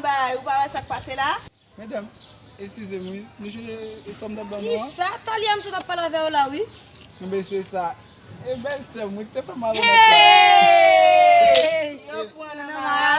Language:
Haitian Creole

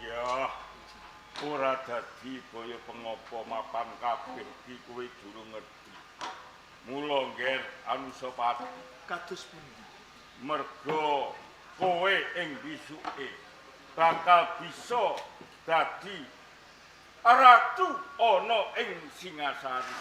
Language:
Javanese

